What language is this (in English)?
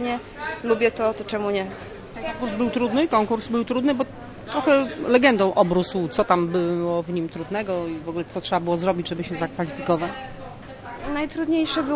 Polish